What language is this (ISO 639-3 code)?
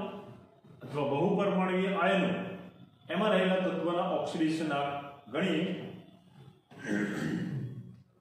guj